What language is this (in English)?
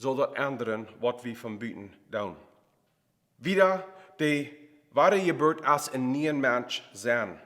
Plautdietsch